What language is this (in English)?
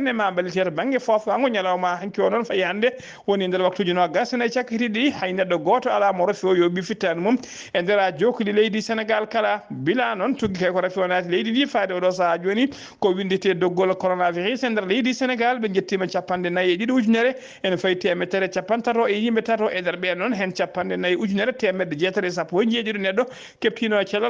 Fula